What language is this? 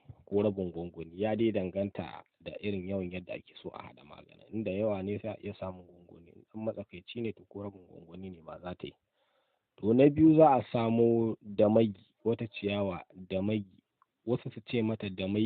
Hausa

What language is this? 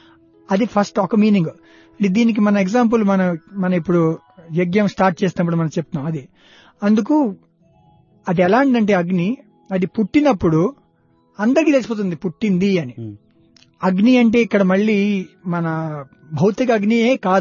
Telugu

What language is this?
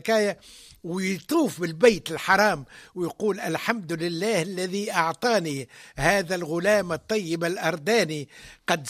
Tunisian Arabic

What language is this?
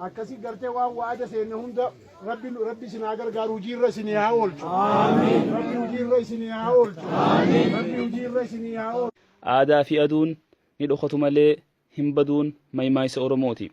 Oromo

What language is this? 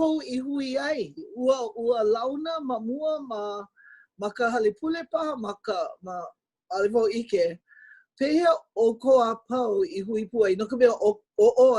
Hawaiian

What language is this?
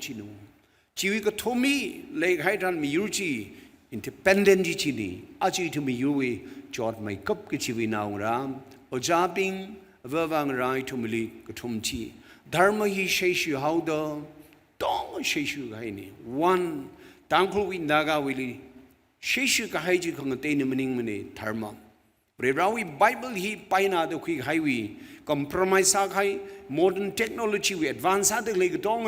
Tangkhul Naga (India)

